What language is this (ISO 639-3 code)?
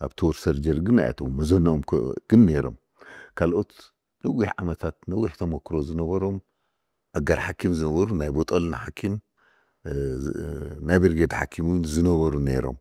tir